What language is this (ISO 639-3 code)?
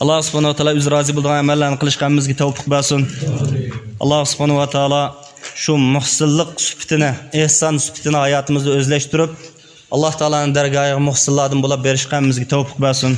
uig